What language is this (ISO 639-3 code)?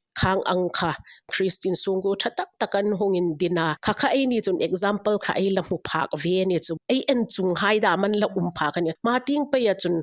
hmr